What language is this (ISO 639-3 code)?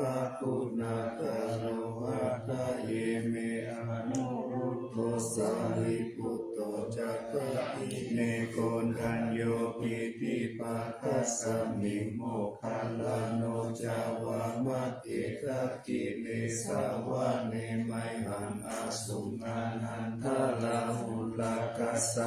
pli